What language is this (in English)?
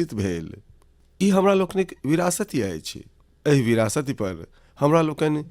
Maithili